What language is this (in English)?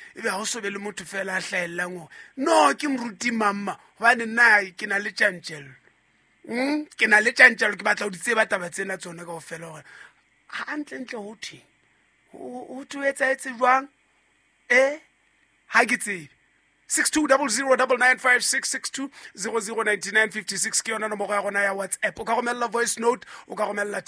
Southern Sotho